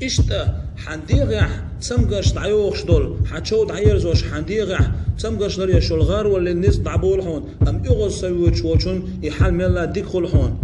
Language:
Chechen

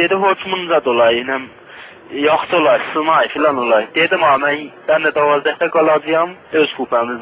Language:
Azerbaijani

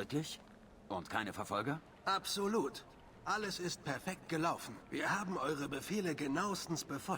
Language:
Bavarian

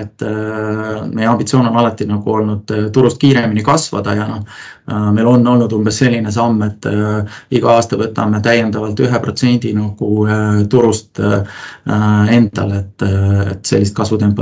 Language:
Estonian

